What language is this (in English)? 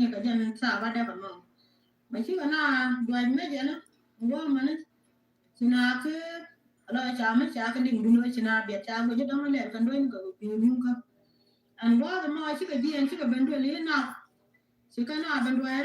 Nuer